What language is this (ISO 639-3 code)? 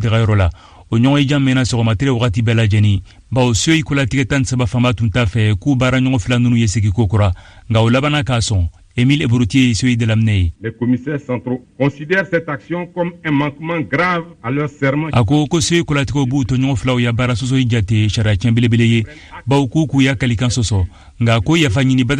bam